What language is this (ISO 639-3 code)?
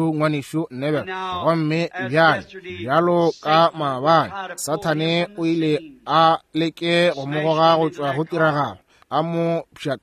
nso